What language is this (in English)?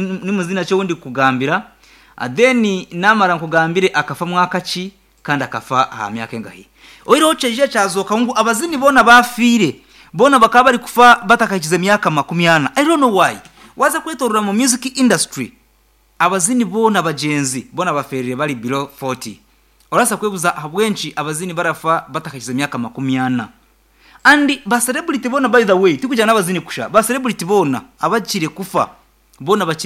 Nyankole